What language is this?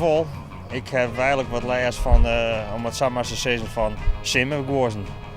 Western Frisian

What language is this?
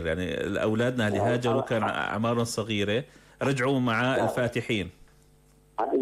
North Levantine Arabic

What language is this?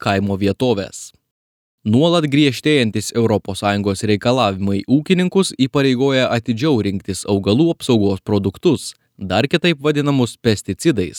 Lithuanian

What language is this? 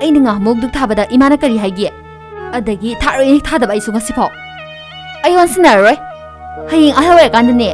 Manipuri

